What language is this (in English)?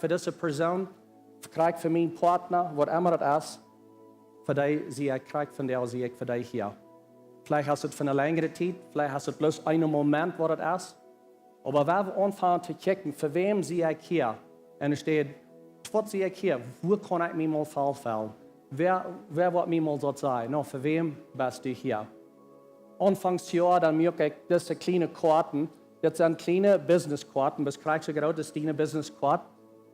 Plautdietsch